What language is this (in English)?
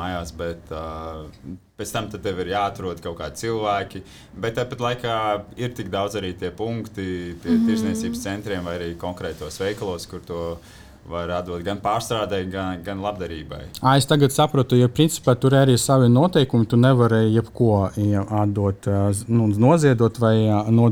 Latvian